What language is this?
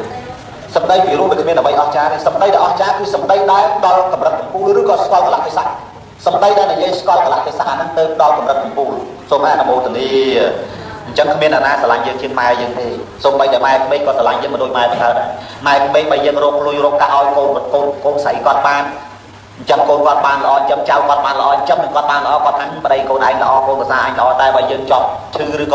Khmer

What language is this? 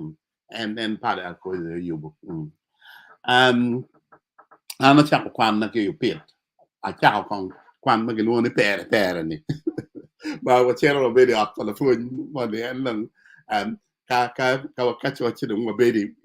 Acoli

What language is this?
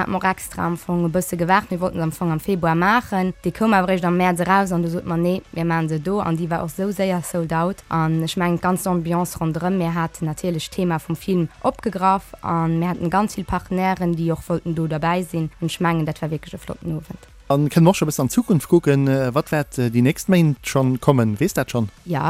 Luxembourgish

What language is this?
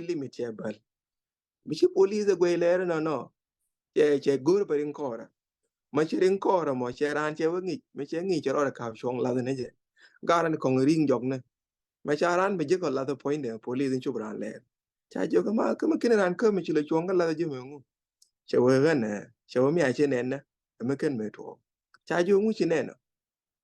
Nuer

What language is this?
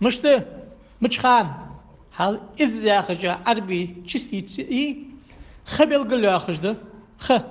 Ingush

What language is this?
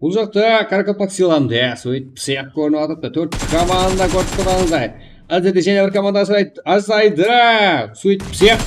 Kara-Kalpak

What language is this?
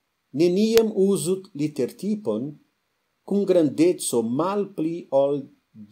Esperanto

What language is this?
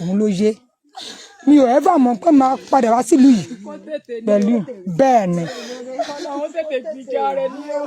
Yoruba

